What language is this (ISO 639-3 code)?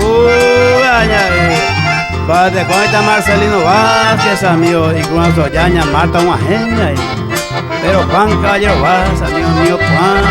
grn